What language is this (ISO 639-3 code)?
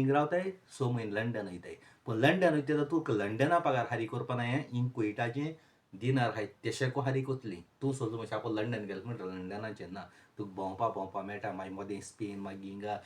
kok